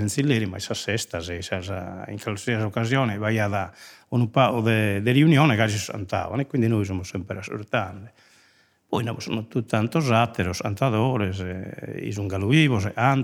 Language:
Sardinian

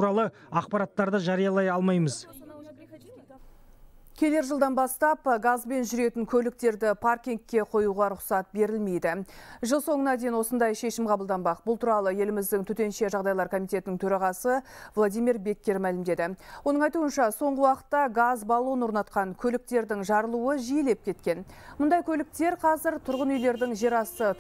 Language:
Kazakh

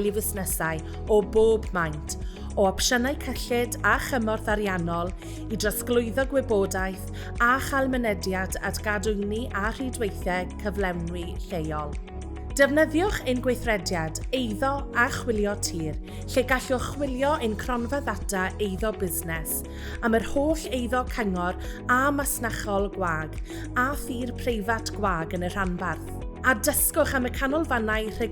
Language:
Welsh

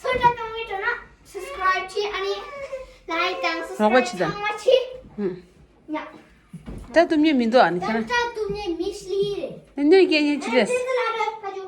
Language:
Tibetan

